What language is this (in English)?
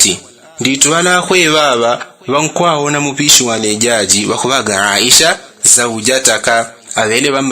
Yao